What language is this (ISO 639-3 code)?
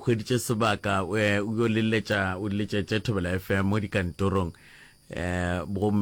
nso